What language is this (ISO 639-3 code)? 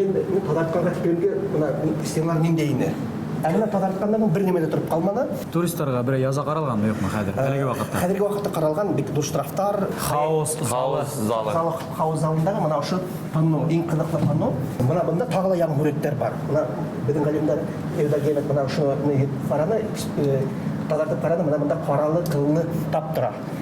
bak